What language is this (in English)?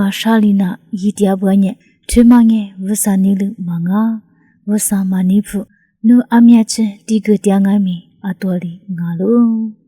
Lisu